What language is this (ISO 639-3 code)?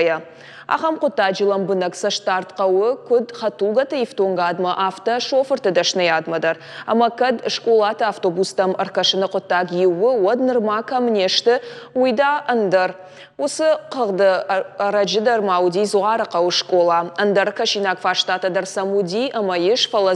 oss